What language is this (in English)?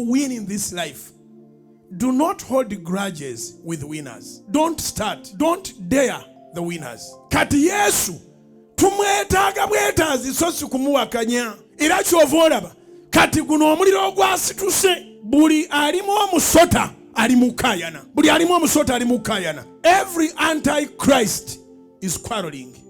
Ganda